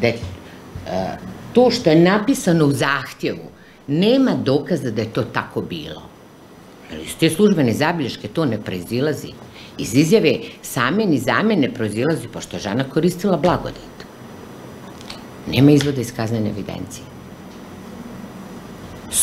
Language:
Bosnian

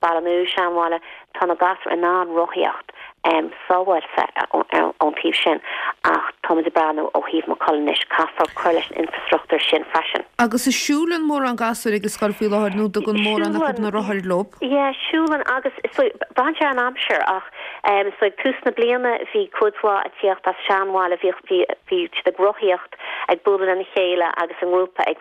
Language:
Irish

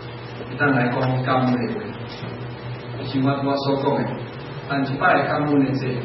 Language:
Min Nan Chinese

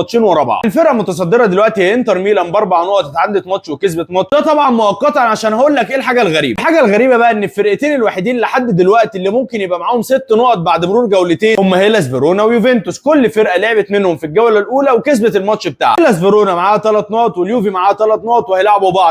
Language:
Egyptian Arabic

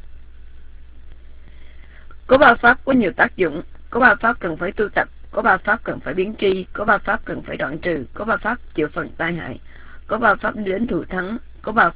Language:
Vietnamese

